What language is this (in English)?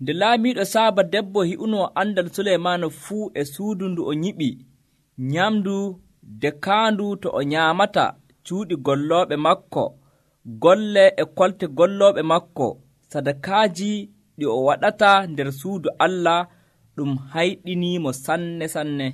Nigerian Fulfulde